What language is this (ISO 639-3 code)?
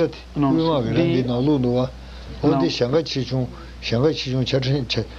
bod